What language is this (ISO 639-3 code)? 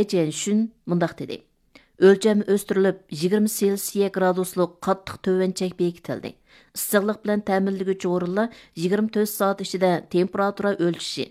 uig